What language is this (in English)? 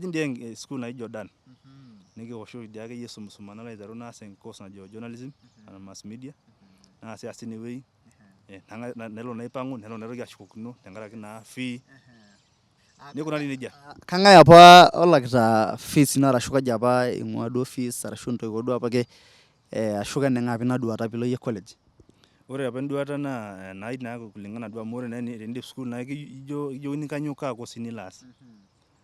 Masai